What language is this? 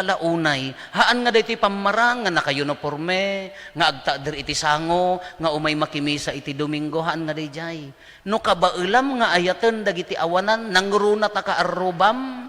Iloko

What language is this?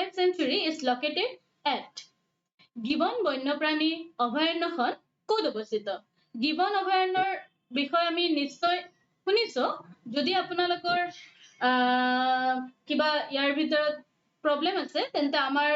Assamese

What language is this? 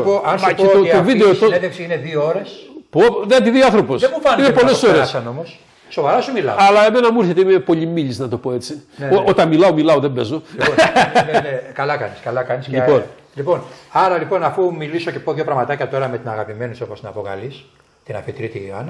Greek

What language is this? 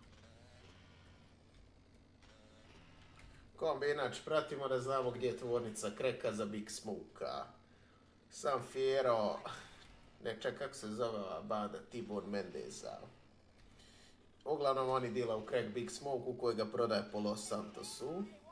Croatian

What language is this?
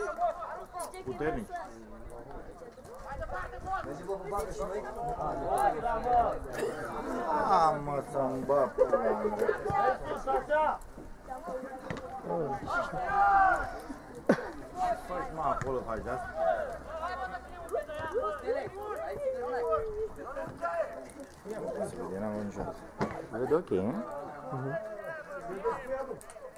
Romanian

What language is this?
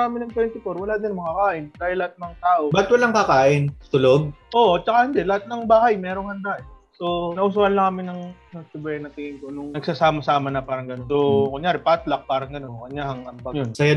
Filipino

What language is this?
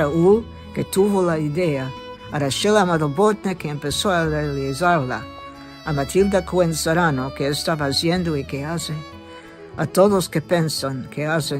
Ladino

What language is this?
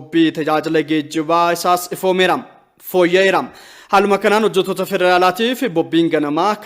Oromo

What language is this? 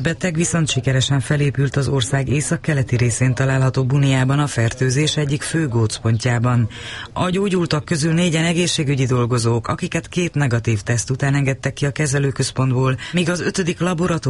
Hungarian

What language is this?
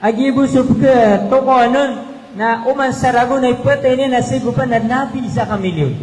Maranao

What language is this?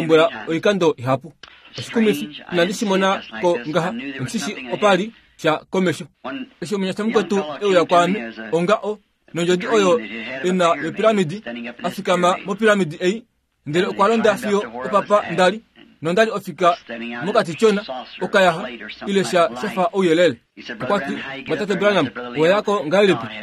Kuanyama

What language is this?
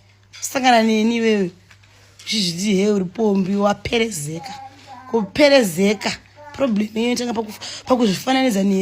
Shona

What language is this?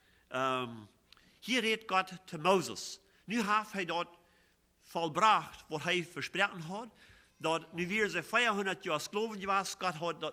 Plautdietsch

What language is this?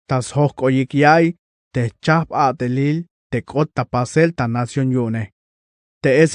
Tzeltal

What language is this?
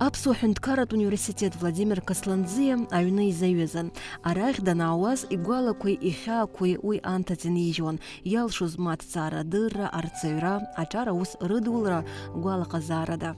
Abkhazian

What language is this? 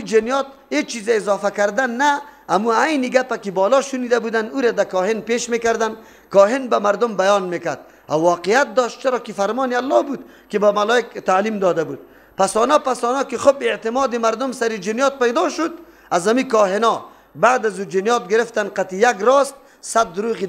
Persian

